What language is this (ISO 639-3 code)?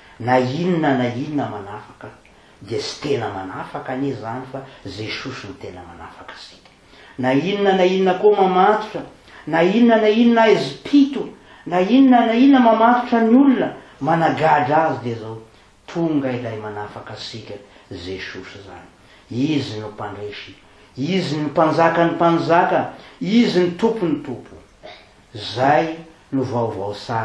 mlg